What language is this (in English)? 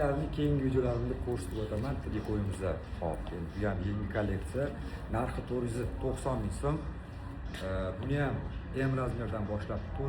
Uzbek